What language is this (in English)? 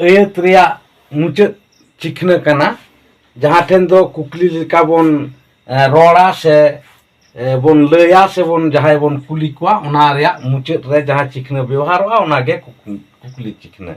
Santali